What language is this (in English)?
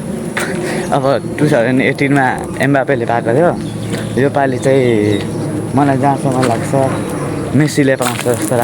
Nepali